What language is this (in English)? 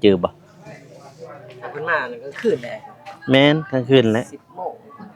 Lao